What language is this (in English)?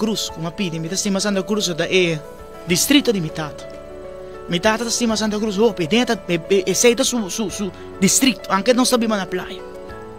Papiamento